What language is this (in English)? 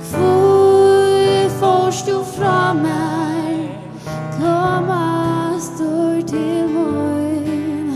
Faroese